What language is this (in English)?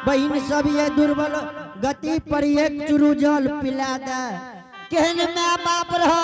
Angika